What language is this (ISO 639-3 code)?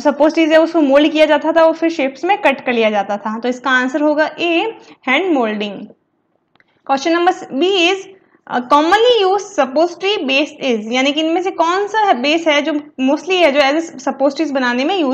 hin